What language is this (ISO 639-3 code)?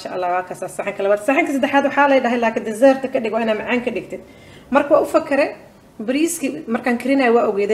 som